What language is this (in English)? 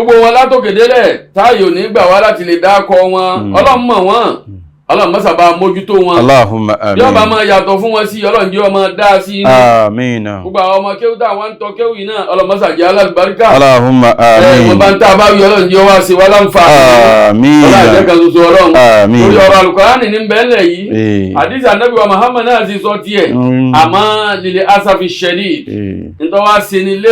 Yoruba